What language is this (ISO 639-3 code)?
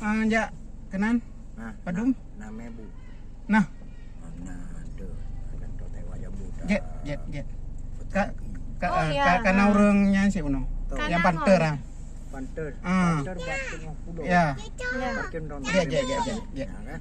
ace